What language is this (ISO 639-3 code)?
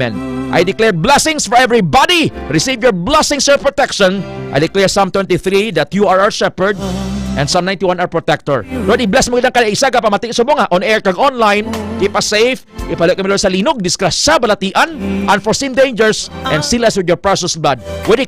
hil